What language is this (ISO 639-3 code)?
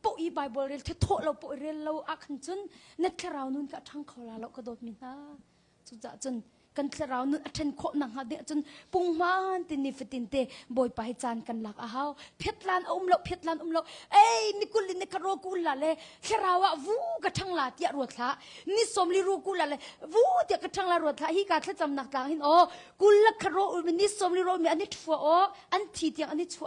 cnh